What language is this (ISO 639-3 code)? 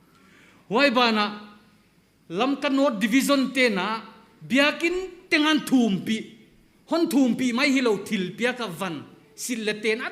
pck